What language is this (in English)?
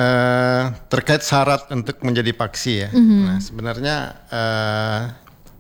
Indonesian